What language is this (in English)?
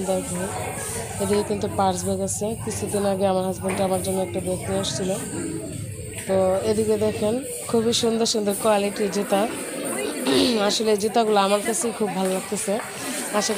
Bangla